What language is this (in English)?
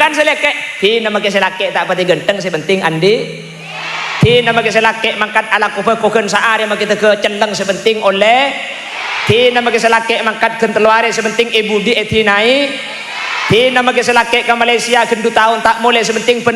Madurese